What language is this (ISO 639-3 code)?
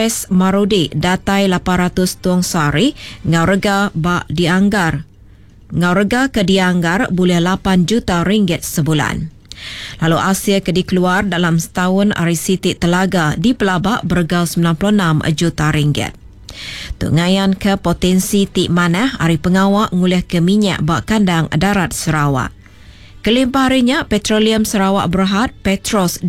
iba